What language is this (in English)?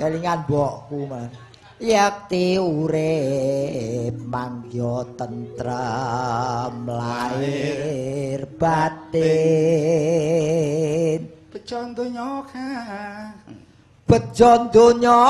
Javanese